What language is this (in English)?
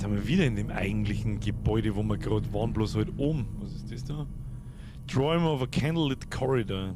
Bavarian